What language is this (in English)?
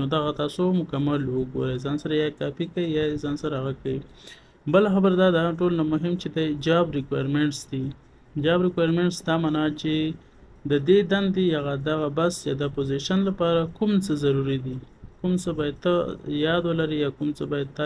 Pashto